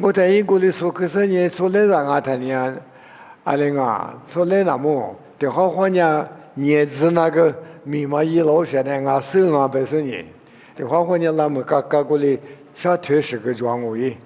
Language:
Lisu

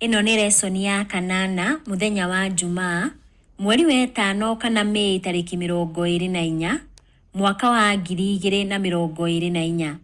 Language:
Kikuyu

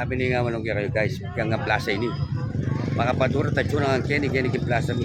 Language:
Pampanga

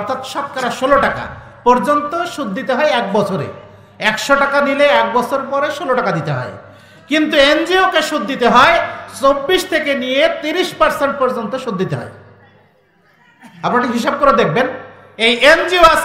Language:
Bangla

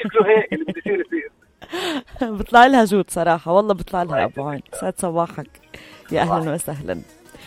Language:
North Levantine Arabic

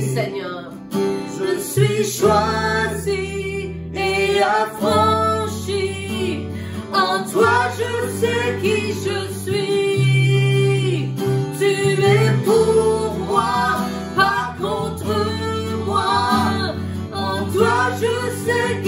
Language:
French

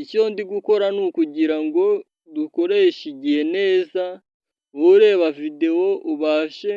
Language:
Kinyarwanda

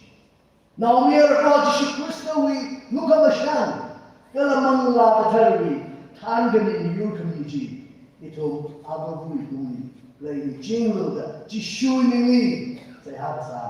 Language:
Tangkhul Naga (India)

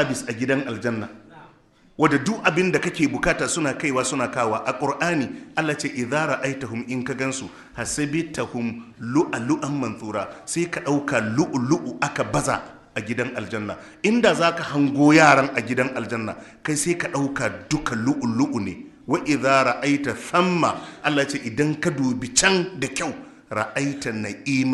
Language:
Hausa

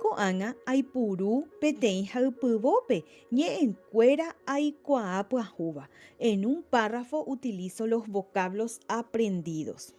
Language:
Guarani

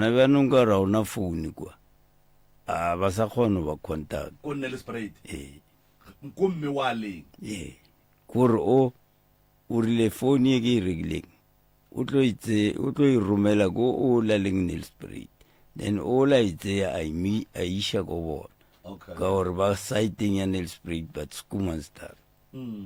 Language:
Northern Sotho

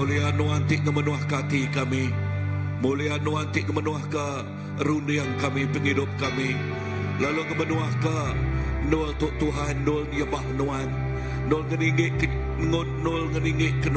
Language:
Iban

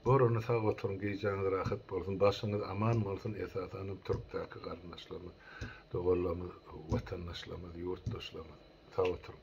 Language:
Turkmen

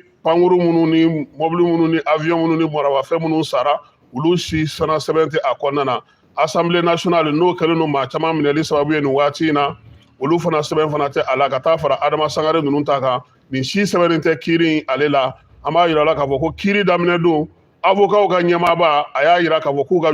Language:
Bambara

